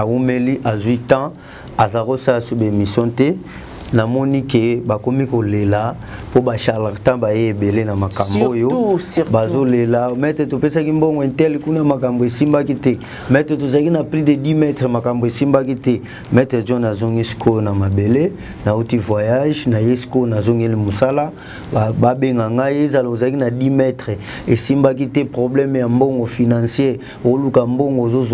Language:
Lingala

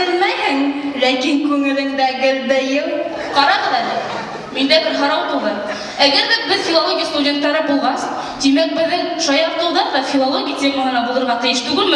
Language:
Bashkir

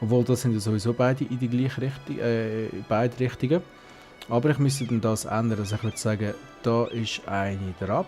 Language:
Swiss German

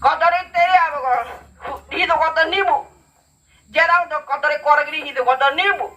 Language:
Ngäbere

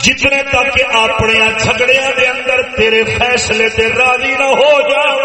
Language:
Saraiki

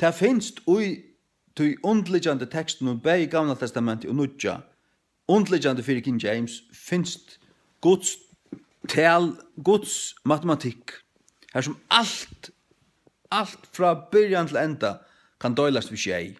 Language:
Faroese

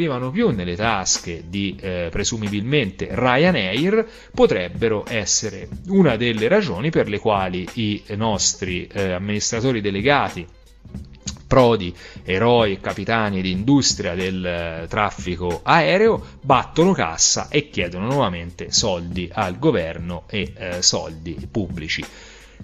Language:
Italian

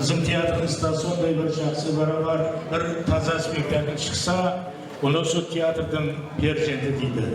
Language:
Kara-Kalpak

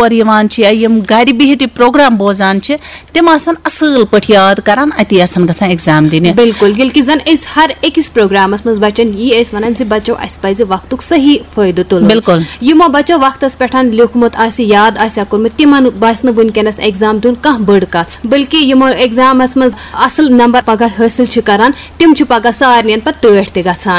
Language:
Kashmiri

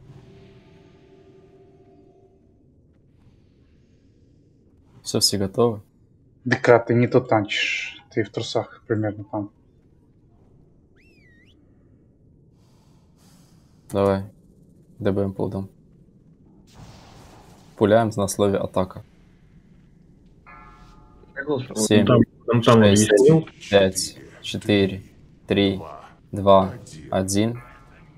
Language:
Russian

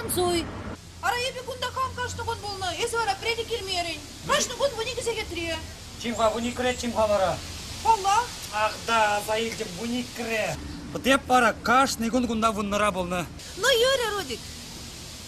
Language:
Chuvash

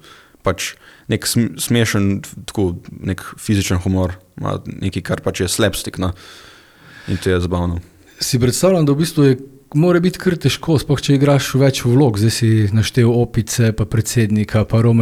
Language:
Slovenian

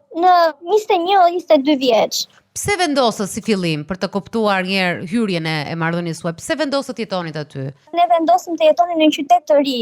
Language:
Albanian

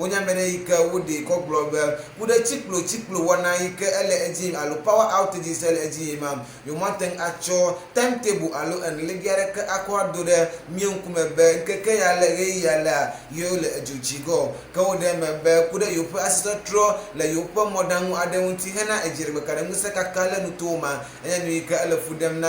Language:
Ewe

